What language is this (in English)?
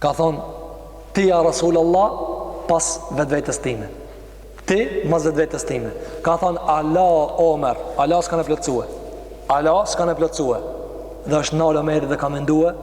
Albanian